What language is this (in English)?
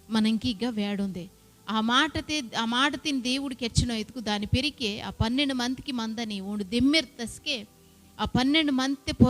Koya